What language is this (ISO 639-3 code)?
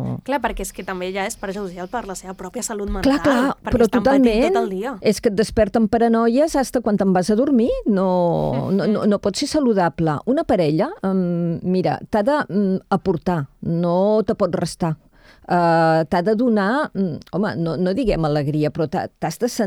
cat